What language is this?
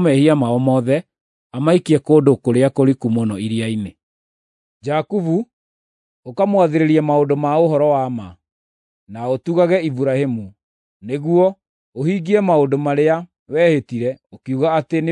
Kikuyu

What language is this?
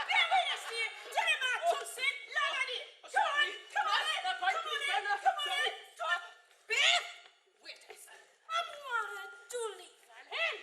Welsh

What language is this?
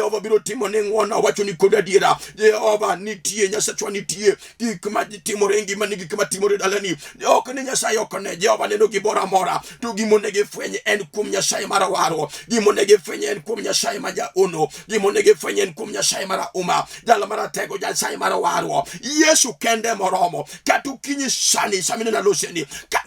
Luo (Kenya and Tanzania)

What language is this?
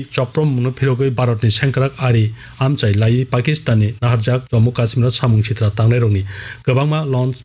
Kok Borok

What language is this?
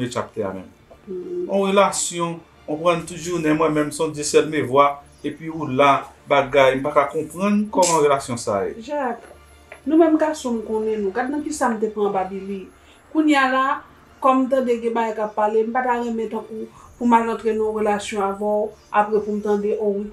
Haitian Creole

